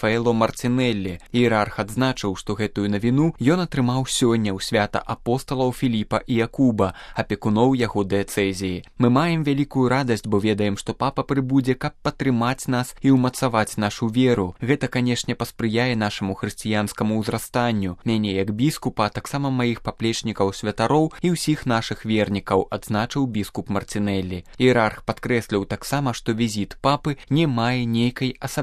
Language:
Belarusian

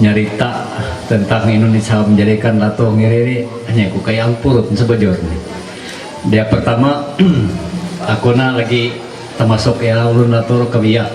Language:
Ma'anyan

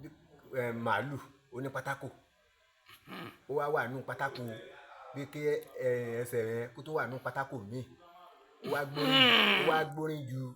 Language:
Yoruba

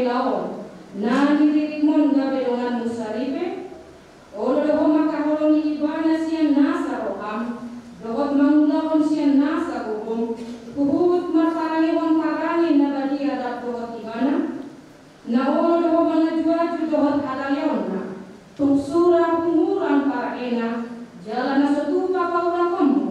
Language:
Batak Toba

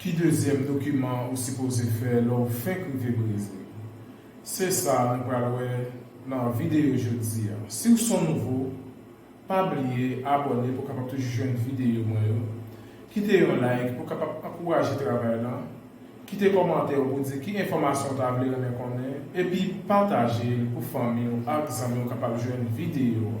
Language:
Haitian Creole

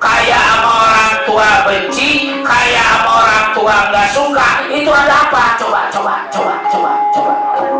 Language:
Betawi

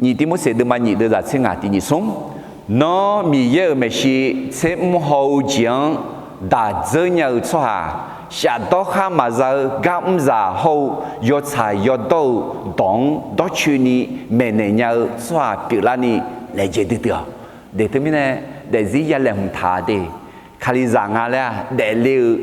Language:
Akha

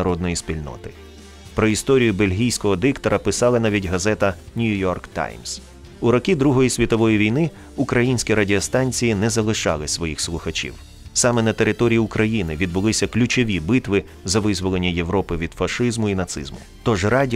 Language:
Ukrainian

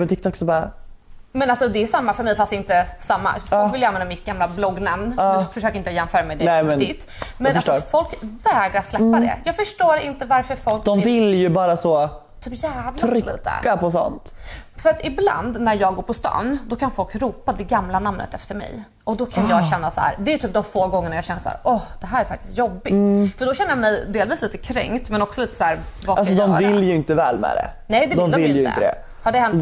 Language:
Swedish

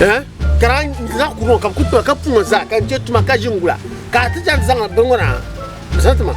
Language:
Dagbani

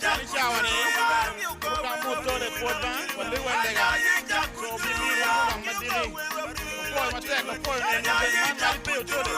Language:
Acoli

